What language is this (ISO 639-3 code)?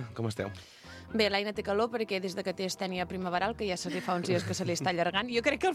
cat